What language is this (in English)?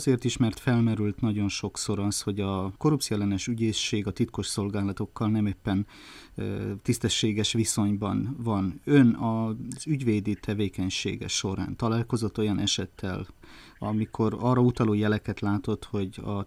Hungarian